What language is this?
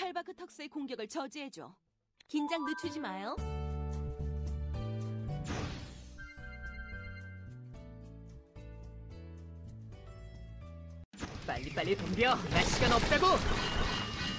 Korean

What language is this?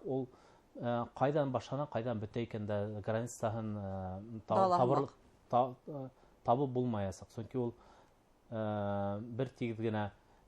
Bashkir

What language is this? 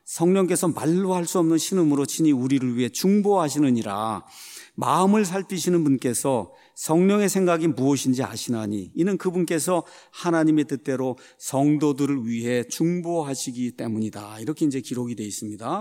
Korean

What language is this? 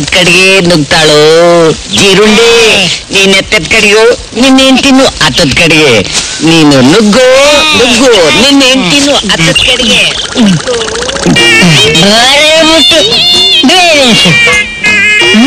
Kannada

